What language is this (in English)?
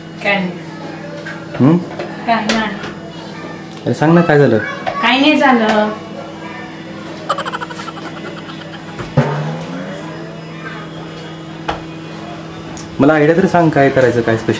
Marathi